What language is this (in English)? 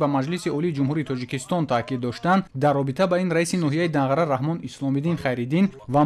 Tajik